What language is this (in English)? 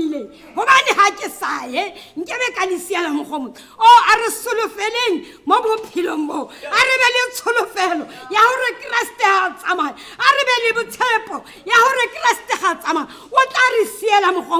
Tswana